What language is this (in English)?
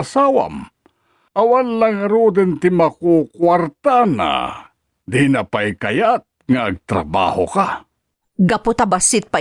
Iloko